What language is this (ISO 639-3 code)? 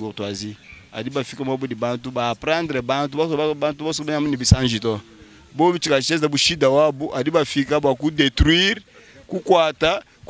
lua